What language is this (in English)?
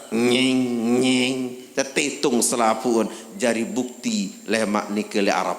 Sasak